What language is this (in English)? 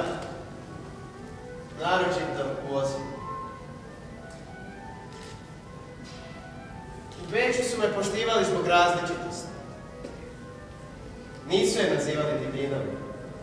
Croatian